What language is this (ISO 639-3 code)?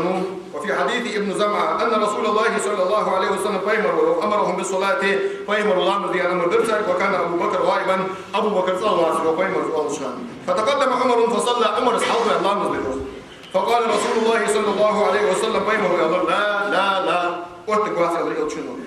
inh